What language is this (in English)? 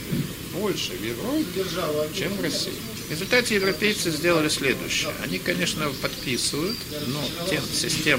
Russian